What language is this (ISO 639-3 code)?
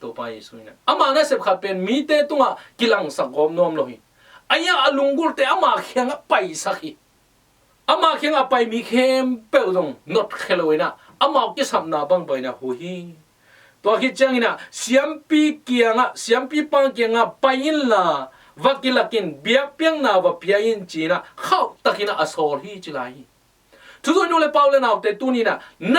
ctd